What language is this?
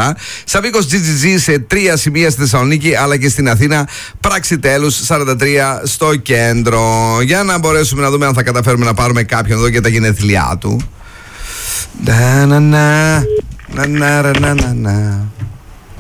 Greek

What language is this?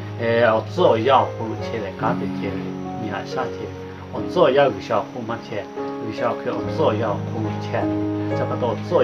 Lahu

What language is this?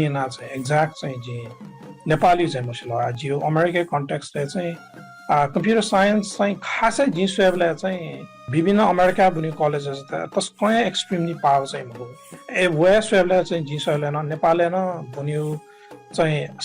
Newari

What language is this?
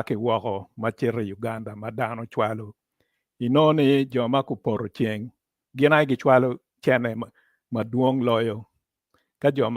Acoli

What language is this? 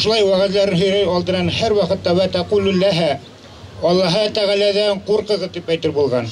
Bashkir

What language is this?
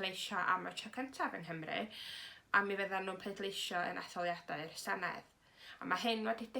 Welsh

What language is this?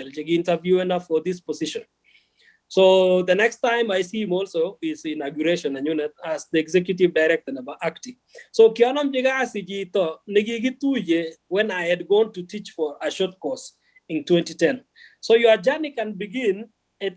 Kalenjin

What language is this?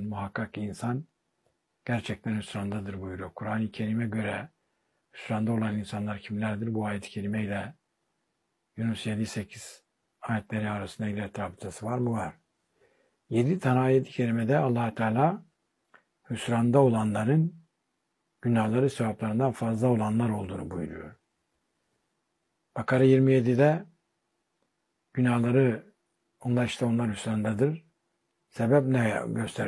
Turkish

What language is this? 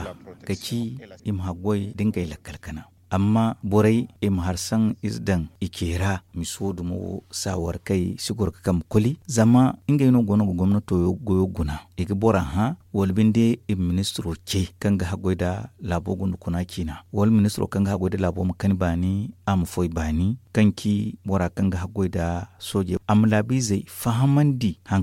Zarma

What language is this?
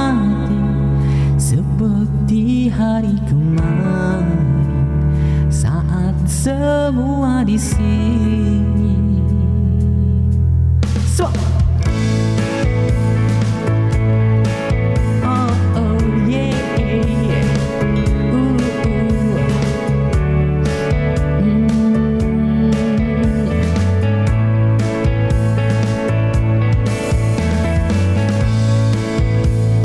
Malay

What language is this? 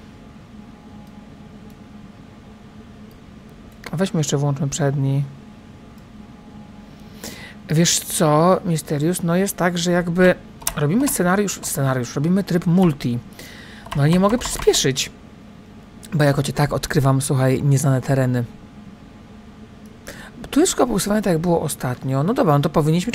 Polish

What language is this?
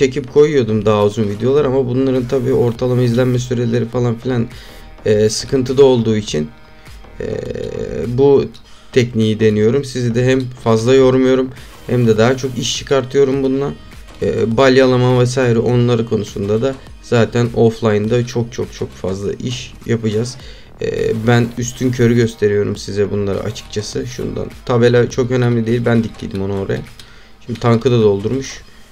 Turkish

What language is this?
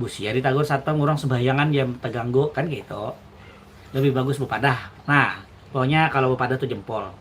Banjar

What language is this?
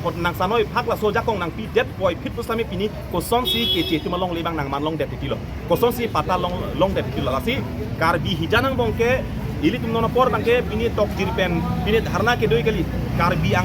Karbi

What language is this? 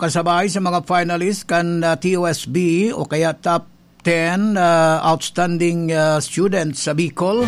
Bikol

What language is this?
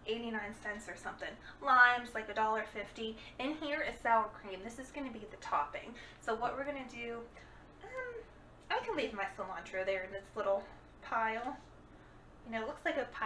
English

